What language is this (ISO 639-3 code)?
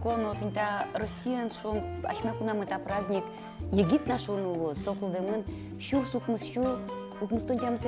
udm